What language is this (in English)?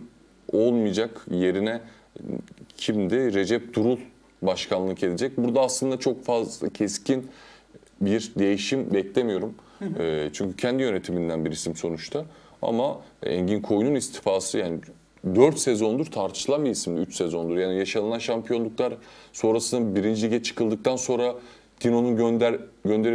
Turkish